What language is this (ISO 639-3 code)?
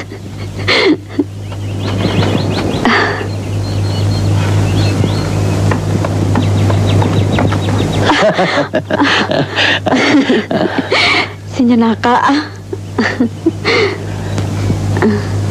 ind